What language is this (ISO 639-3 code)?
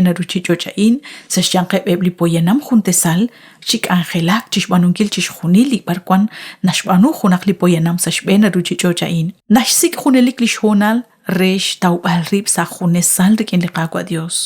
kek